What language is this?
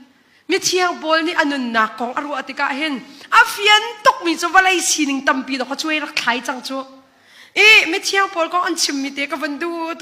Hakha Chin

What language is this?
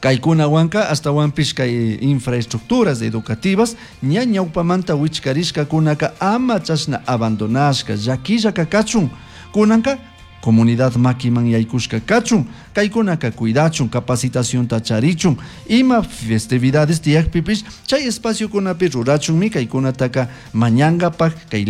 Chimborazo Highland Quichua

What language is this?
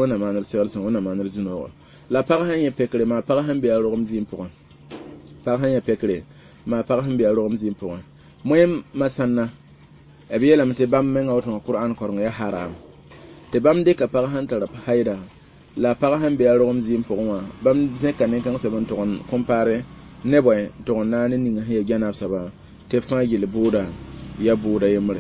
Mossi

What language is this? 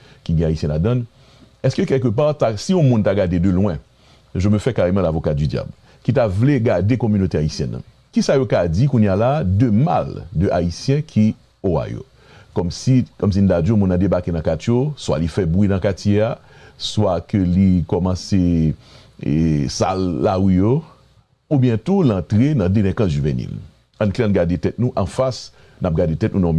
Haitian Creole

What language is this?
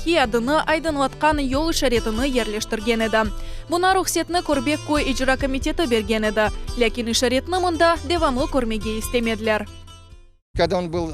Crimean Tatar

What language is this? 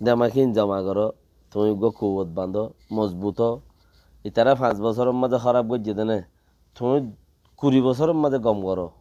Rohingya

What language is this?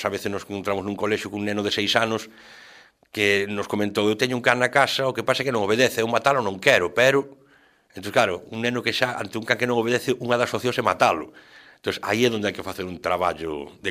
Galician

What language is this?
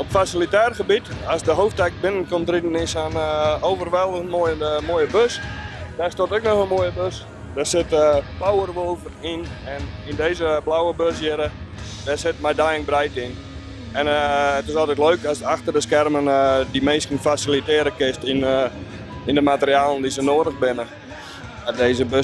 Western Frisian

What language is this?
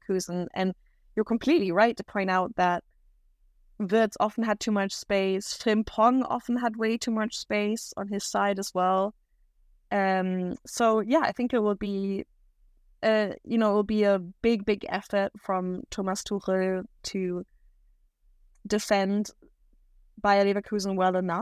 English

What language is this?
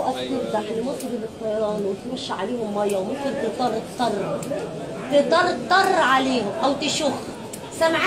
Egyptian Arabic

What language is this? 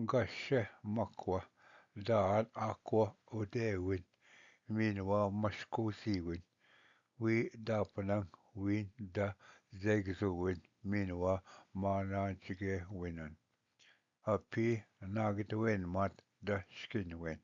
Ojibwa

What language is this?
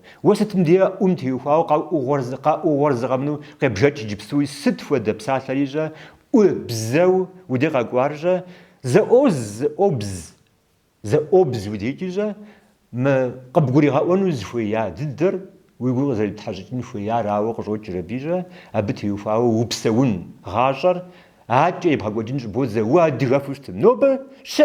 Kabardian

